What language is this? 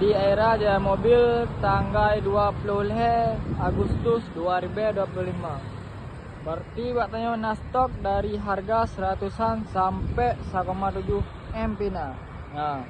Achinese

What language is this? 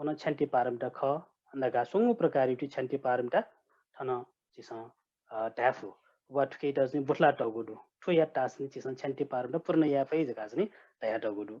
Newari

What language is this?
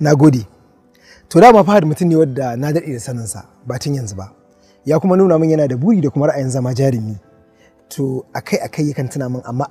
Hausa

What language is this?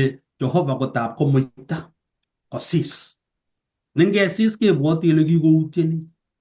Kalenjin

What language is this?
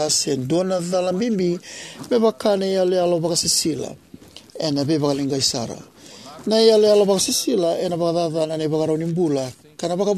Fijian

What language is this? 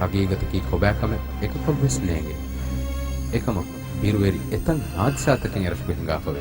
Divehi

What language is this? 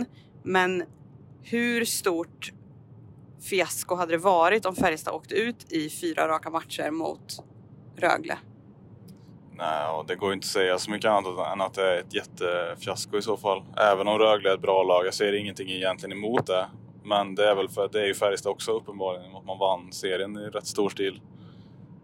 Swedish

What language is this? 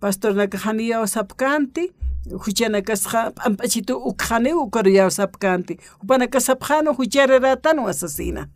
Aymara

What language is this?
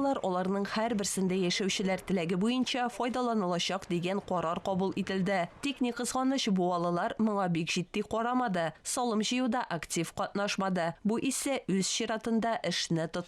Tatar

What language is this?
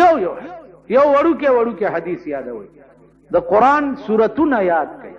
Pashto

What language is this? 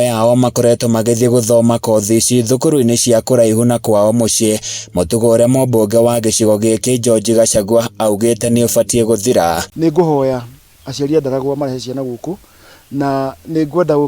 Kikuyu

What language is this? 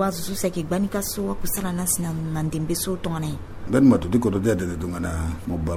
Sango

